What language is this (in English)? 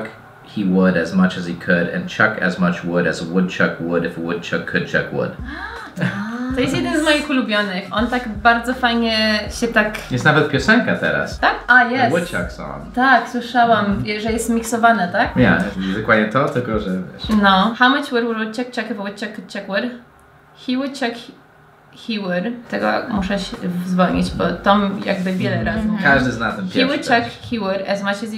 Polish